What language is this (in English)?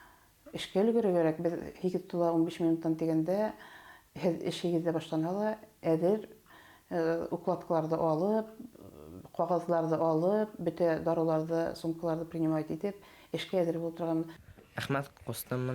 Bashkir